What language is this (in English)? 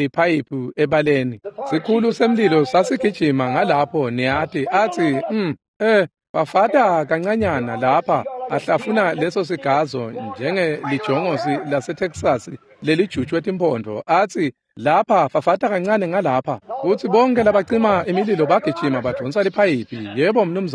Swati